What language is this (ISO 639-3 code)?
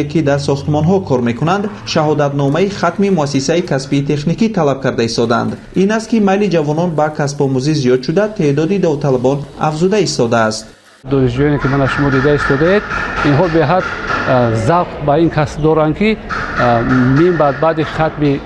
tgk